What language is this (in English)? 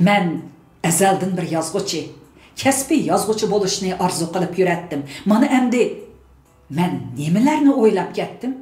Uyghur